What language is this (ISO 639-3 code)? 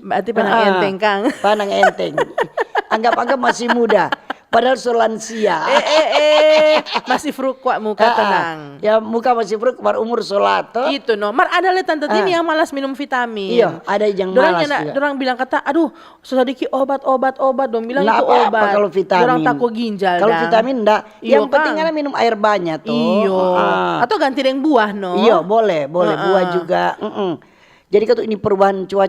xmm